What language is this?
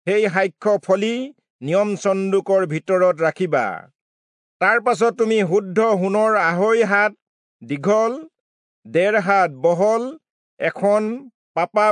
Assamese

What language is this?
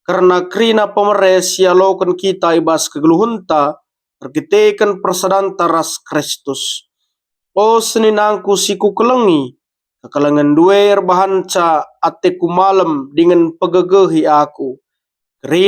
Batak Karo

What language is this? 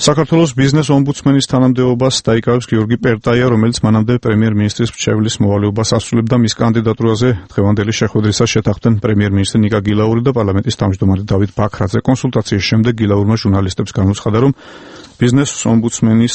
Georgian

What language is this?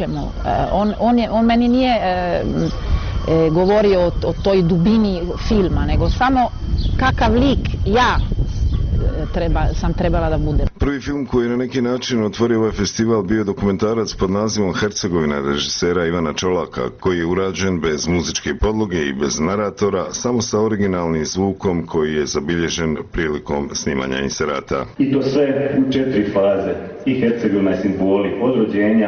Bosnian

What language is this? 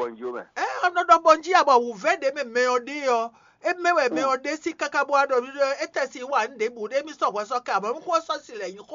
Fon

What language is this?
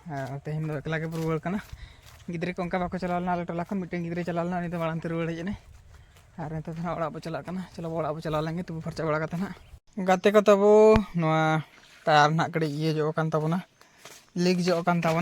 Santali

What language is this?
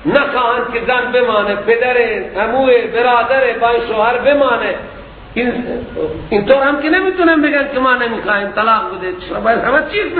Persian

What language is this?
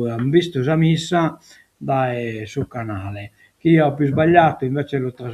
Sardinian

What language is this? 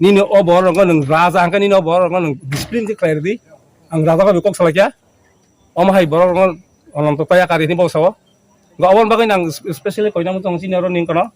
Kok Borok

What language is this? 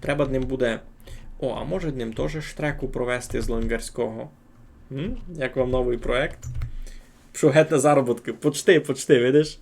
Rusyn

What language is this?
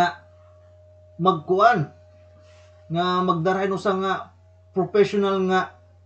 Waray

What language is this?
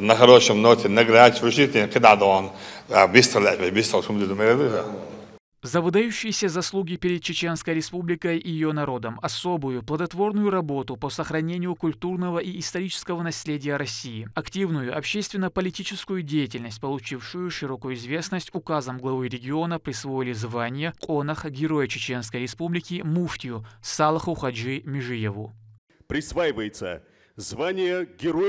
Chechen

